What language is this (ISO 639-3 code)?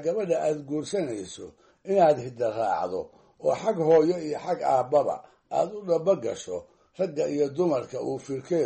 som